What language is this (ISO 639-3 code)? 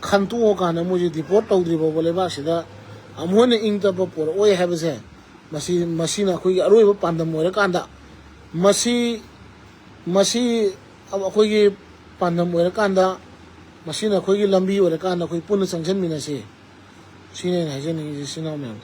mni